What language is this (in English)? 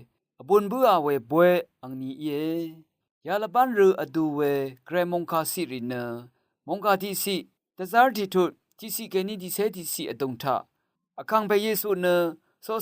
Rawang